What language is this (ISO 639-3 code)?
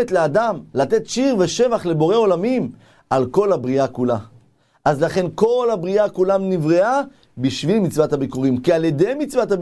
heb